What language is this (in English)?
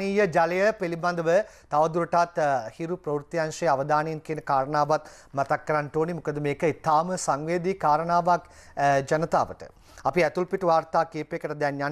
Sinhala